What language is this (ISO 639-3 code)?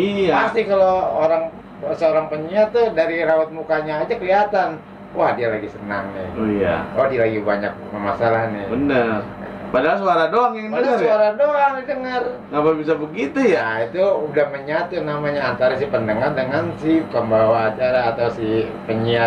bew